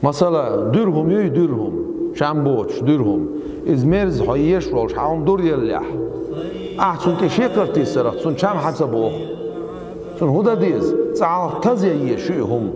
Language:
Chechen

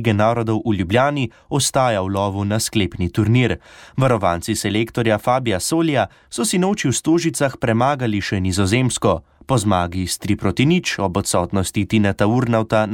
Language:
Slovenian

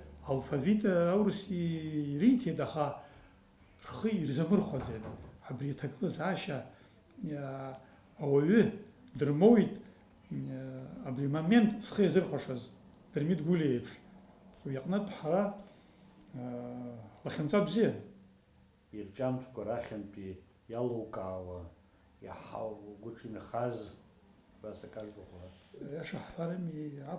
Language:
Abkhazian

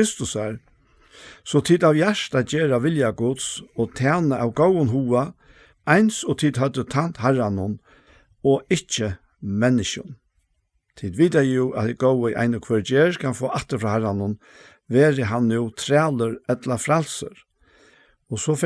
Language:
Faroese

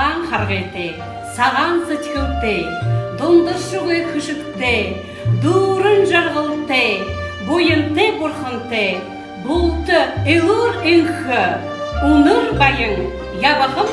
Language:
Buriat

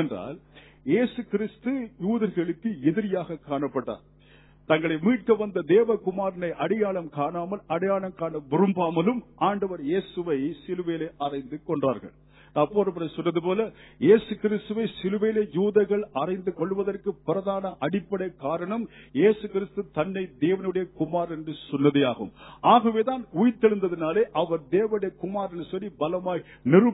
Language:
Tamil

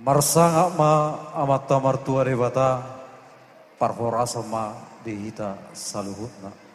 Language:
Batak Toba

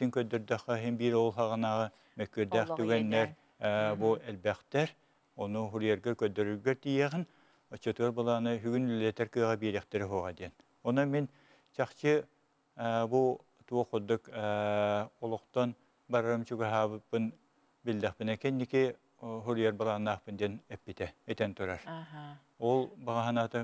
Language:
Yakut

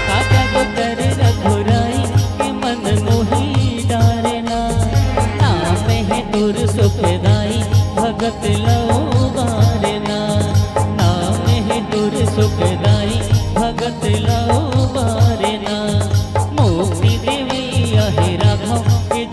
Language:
Chhattisgarhi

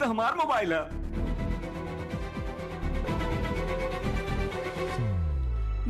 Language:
Bhojpuri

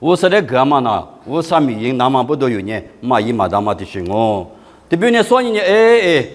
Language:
Lisu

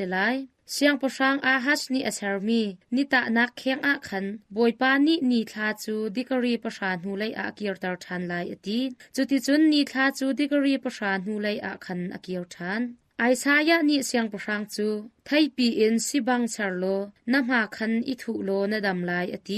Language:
Hakha Chin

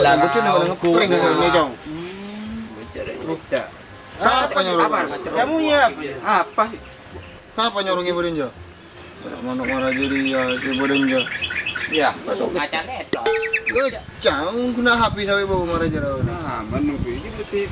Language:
Madurese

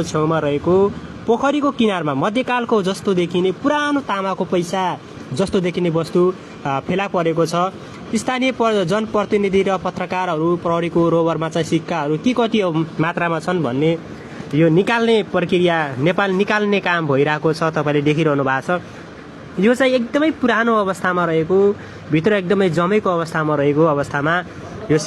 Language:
Nepali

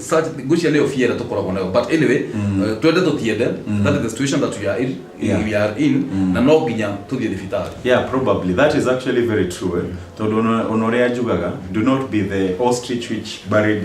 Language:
Kikuyu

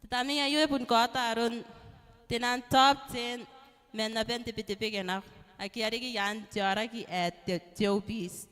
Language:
Gilbertese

